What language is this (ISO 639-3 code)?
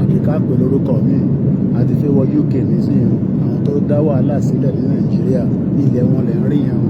yor